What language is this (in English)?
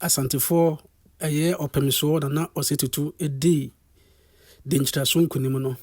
Akan